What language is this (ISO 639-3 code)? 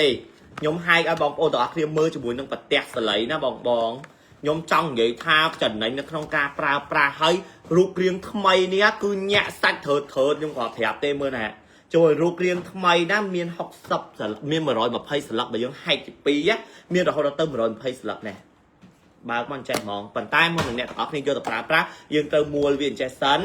khm